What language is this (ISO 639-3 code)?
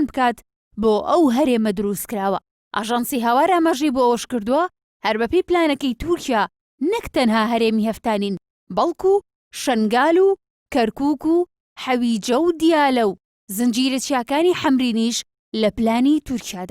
ckb